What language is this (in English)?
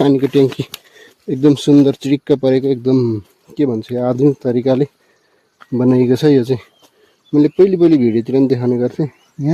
Nepali